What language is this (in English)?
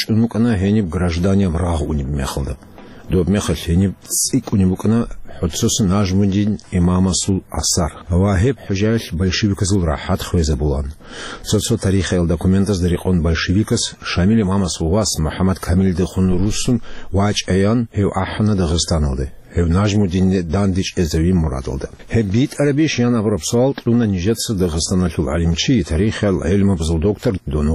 Avaric